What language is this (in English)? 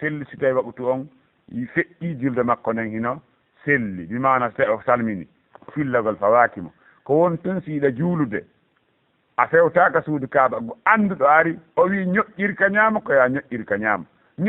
Fula